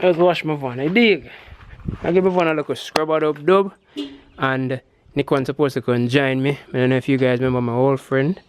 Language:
Jamaican Creole English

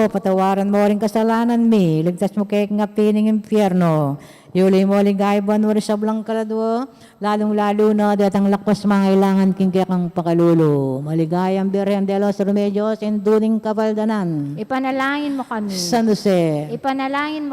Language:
Pampanga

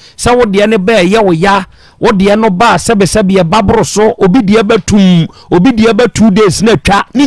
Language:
Akan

